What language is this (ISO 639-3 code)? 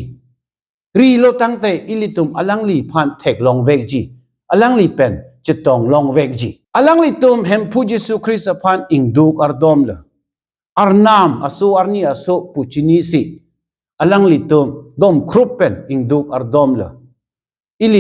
mjw